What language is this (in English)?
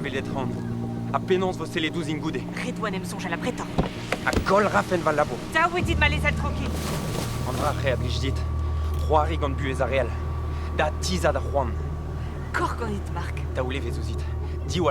Breton